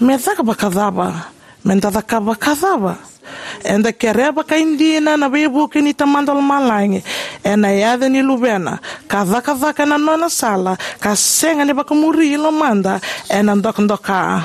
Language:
Fijian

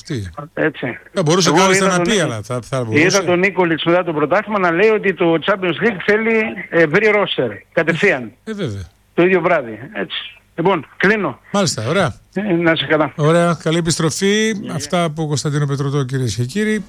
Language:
Greek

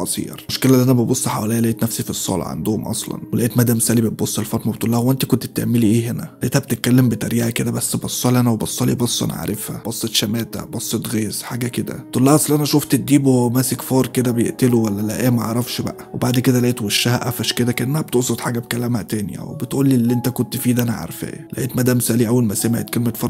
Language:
Egyptian Arabic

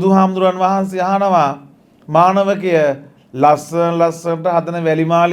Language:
Sinhala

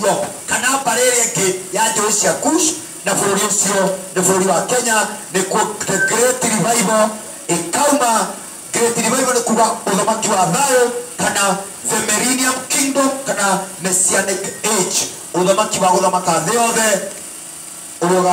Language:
Kikuyu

